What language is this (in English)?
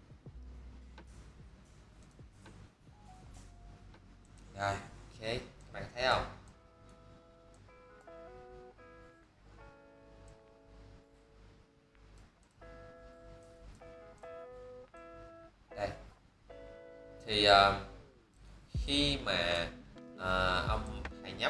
Vietnamese